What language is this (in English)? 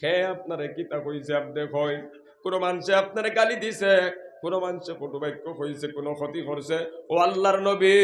Sylheti